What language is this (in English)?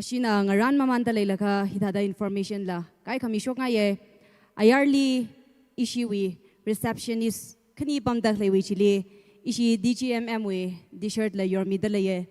Tangkhul Naga (India)